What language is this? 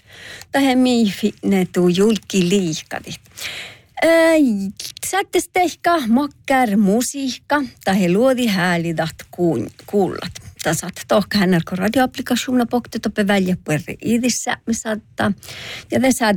Northern Sami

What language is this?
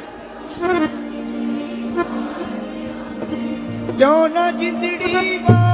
Punjabi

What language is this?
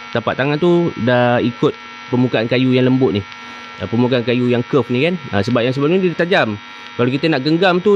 Malay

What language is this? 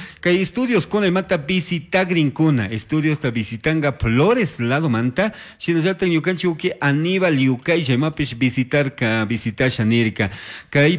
Chimborazo Highland Quichua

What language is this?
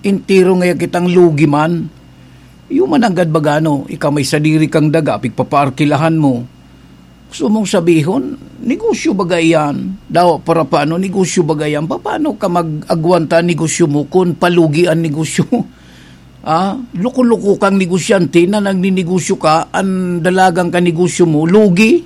Bikol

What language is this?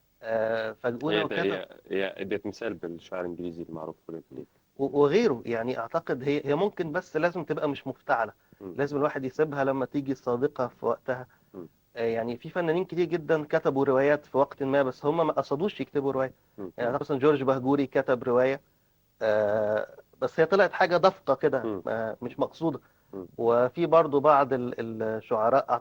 Egyptian Arabic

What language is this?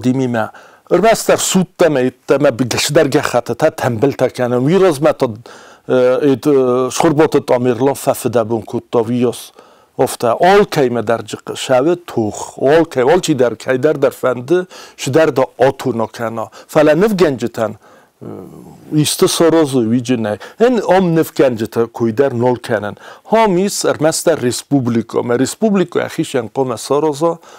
Ossetic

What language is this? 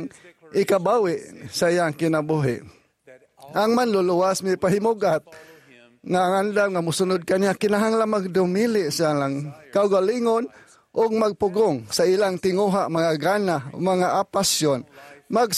Cebuano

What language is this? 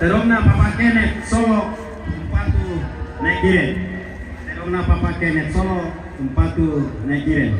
Toraja-Sa'dan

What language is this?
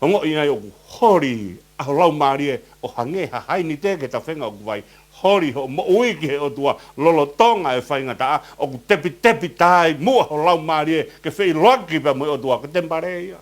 Tongan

